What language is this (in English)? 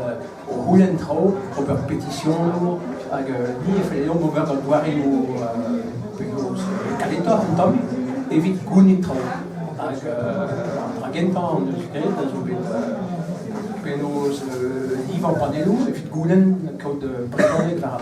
Breton